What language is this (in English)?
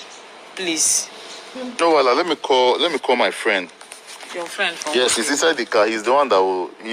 Nigerian Pidgin